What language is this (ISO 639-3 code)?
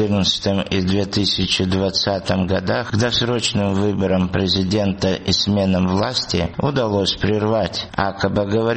rus